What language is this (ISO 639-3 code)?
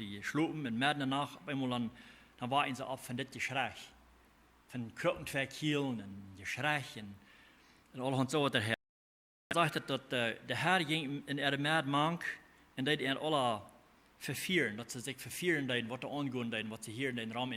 pdt